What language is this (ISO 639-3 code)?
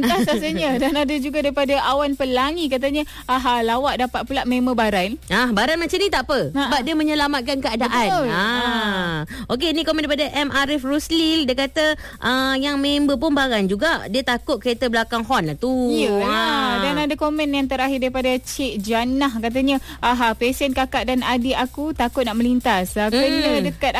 msa